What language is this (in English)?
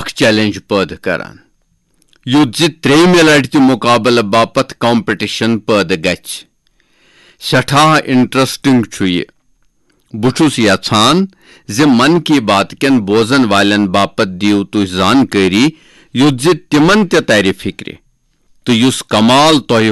Kashmiri